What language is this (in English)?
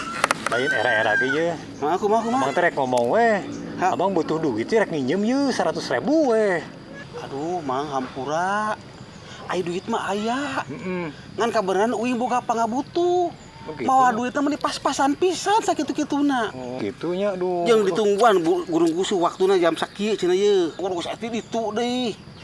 Sundanese